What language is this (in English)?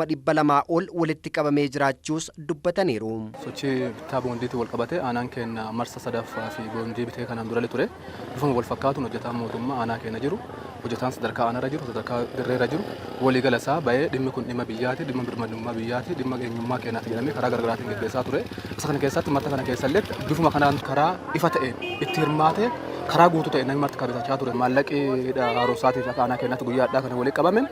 Oromo